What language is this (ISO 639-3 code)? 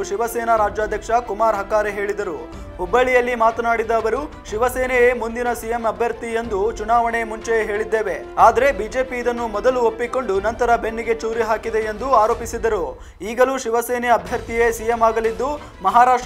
kan